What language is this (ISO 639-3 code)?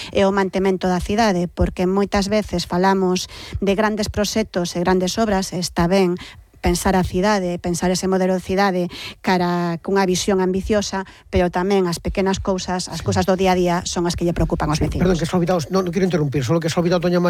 glg